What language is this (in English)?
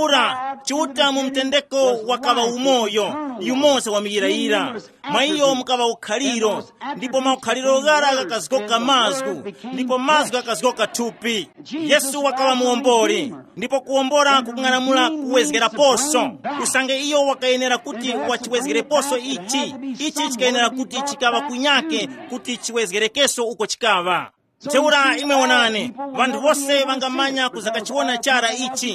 Tumbuka